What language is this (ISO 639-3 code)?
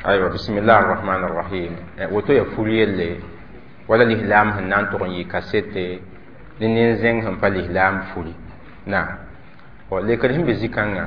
mos